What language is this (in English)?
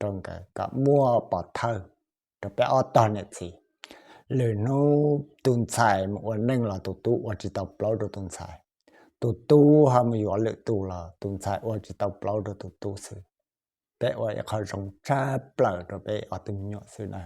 Hmong